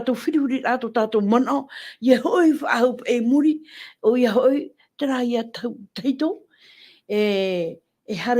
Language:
Tahitian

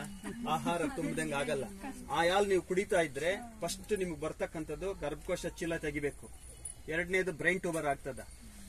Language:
Kannada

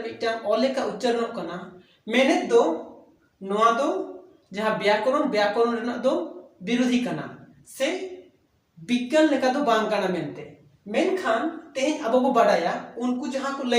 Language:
Santali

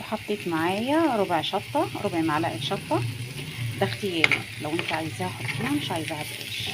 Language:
Egyptian Arabic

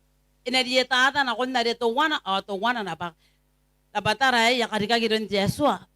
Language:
Gilbertese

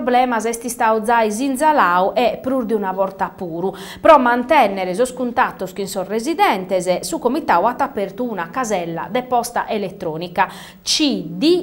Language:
Sardinian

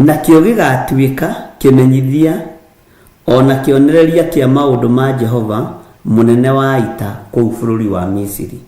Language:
Kikuyu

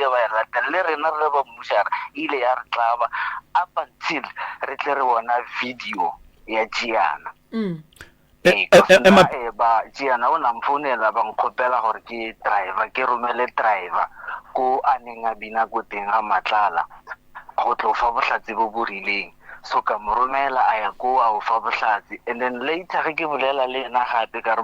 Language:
Northern Sotho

